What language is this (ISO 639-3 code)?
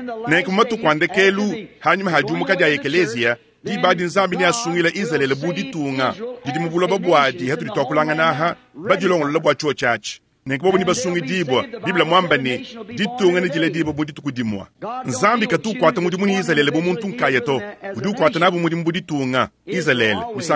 lua